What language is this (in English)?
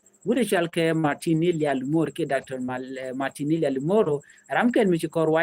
Nuer